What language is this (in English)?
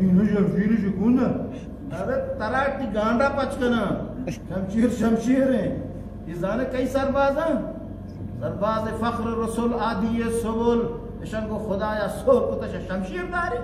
Eastern Balochi